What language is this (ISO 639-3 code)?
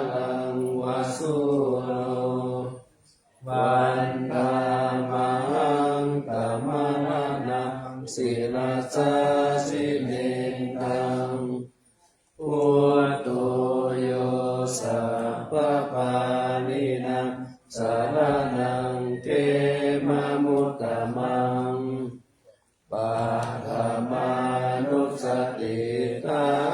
pli